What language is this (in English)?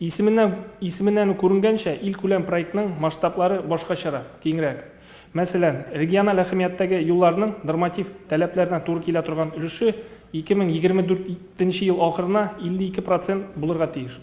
Tatar